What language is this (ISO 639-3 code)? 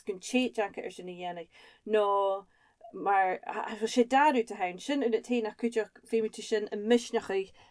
gla